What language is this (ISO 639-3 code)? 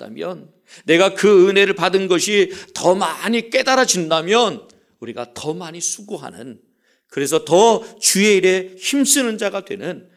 kor